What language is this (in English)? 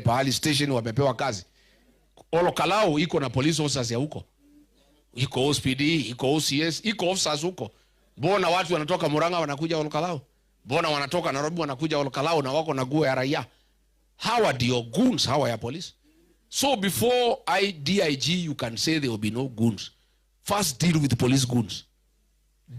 Gusii